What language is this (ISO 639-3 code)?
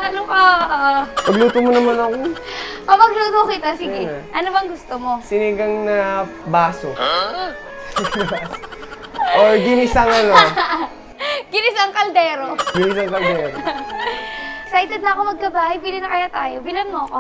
fil